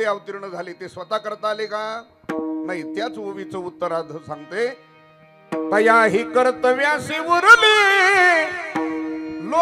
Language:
Marathi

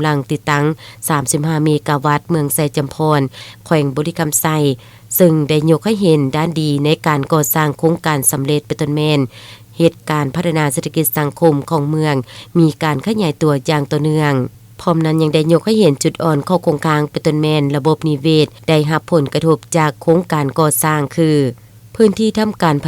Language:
Lao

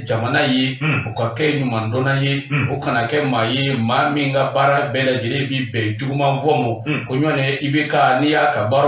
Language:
Bambara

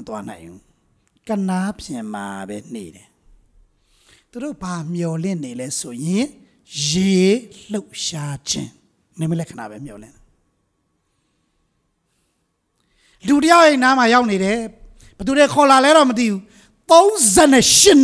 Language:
Burmese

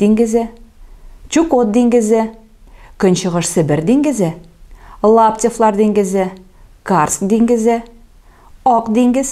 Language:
Tatar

